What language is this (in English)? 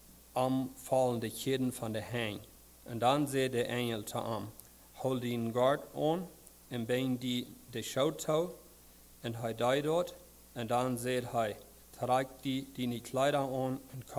Plautdietsch